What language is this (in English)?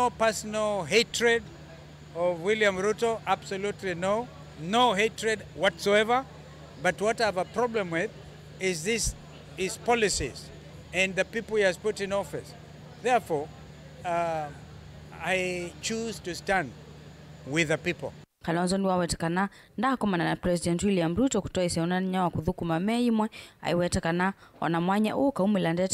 Kamba